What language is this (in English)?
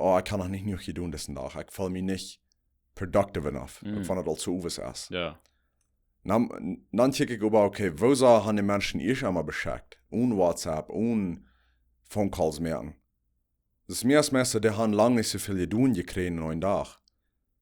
Plautdietsch